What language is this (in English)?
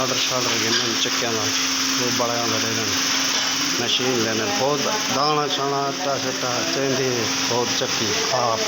Saraiki